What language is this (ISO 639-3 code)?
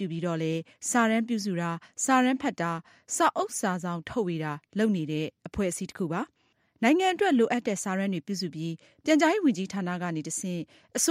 mya